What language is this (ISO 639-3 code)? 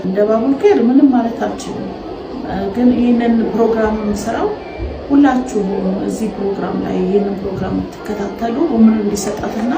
amh